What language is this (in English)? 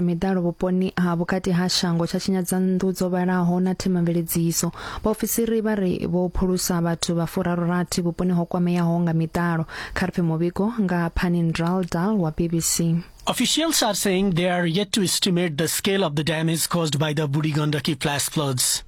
Venda